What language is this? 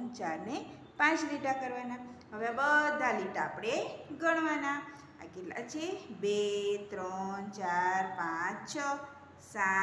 Gujarati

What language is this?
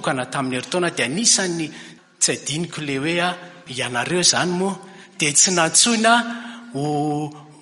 Malagasy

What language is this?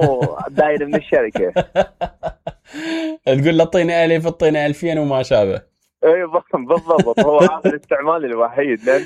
Mesopotamian Arabic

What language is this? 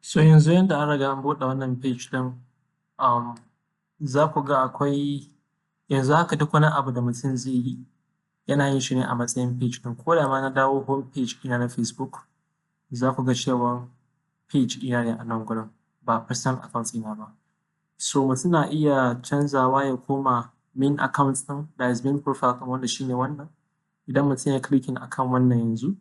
Hausa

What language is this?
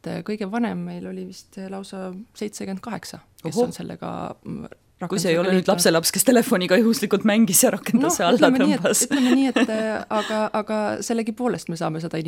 Estonian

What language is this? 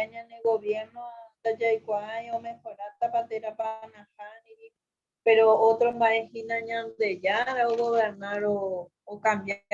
Guarani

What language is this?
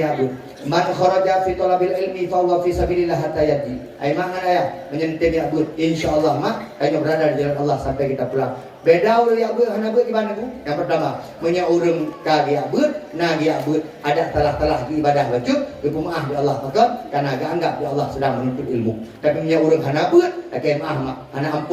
Achinese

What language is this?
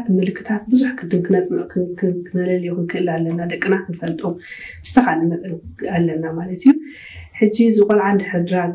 Tigrinya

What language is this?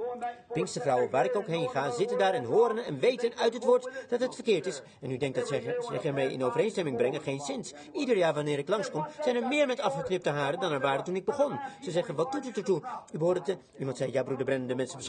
Dutch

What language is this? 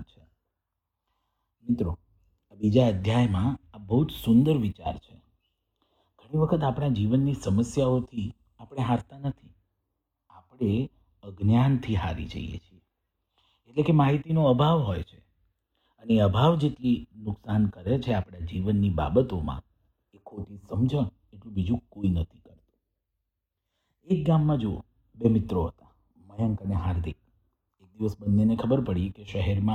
Gujarati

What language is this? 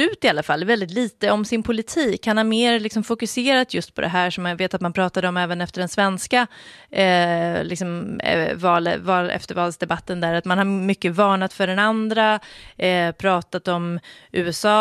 Swedish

